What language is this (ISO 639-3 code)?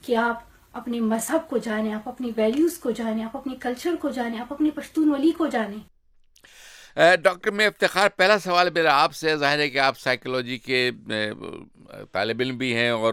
urd